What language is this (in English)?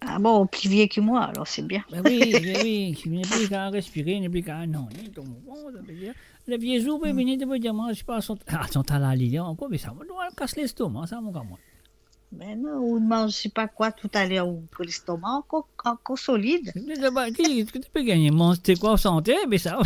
Morisyen